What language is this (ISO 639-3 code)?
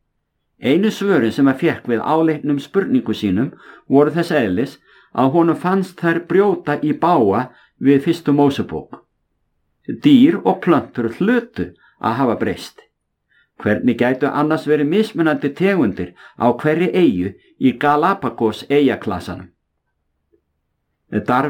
isl